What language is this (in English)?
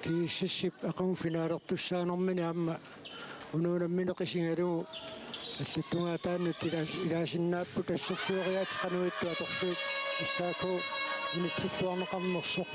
Kalaallisut